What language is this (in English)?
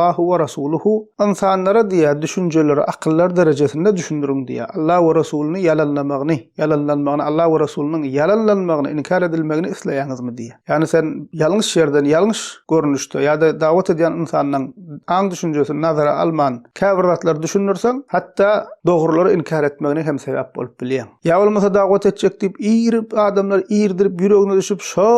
Turkmen